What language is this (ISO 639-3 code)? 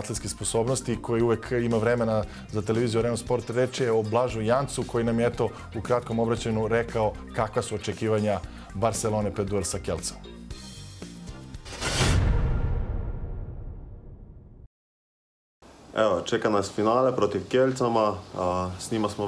srp